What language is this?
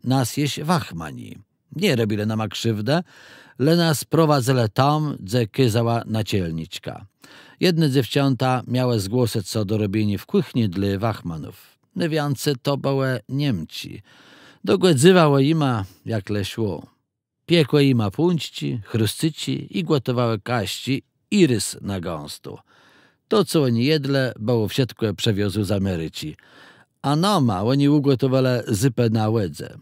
Kashubian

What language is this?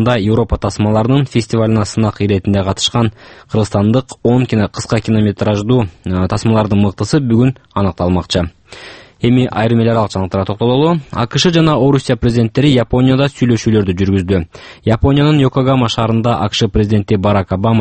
Kyrgyz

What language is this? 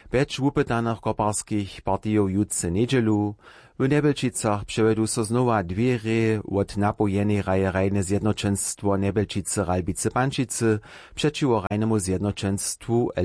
Upper Sorbian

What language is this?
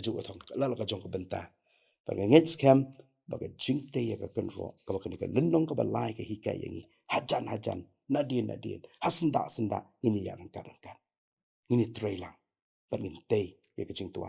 Khasi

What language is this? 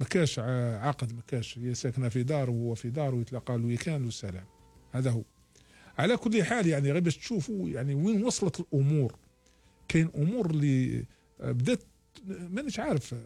Algerian Arabic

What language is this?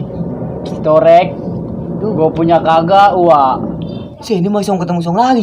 Betawi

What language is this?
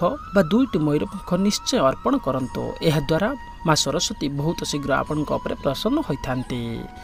Odia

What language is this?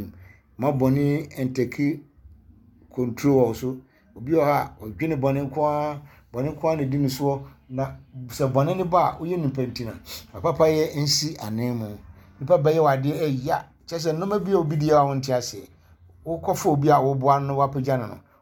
Akan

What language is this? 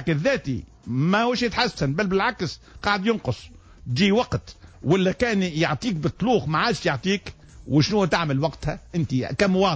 Tunisian Arabic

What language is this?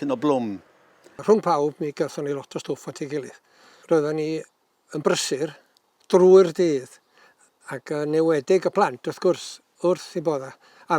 Welsh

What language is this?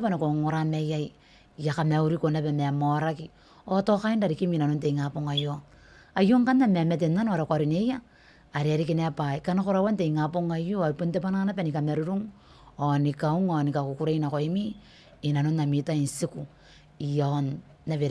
Gilbertese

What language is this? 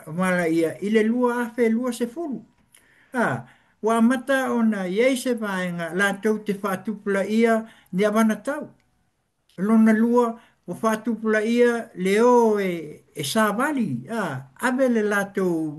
Samoan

